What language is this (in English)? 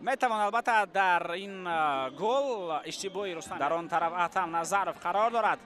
Tajik